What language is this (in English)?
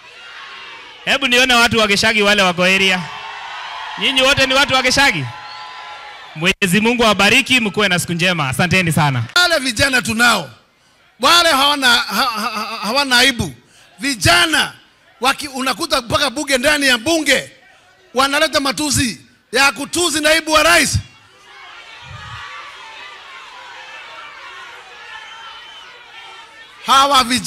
Swahili